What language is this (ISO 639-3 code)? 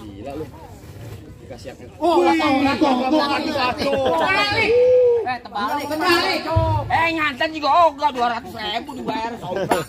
bew